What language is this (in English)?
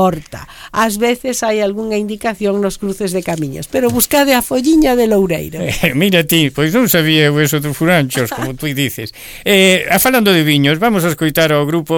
Galician